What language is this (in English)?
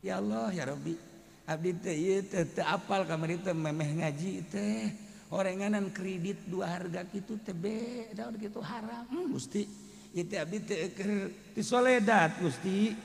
Sundanese